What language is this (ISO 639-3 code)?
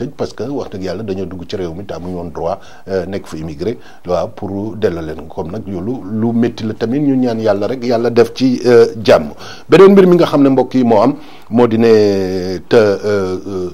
wol